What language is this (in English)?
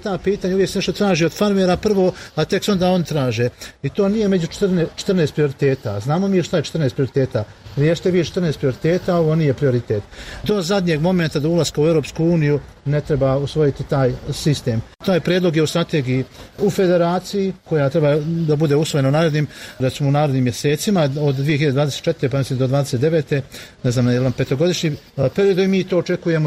Bosnian